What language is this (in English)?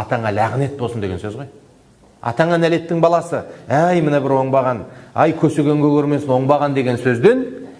Kazakh